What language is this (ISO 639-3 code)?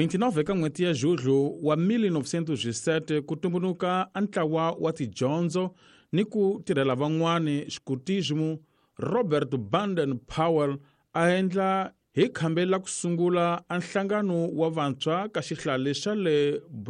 tso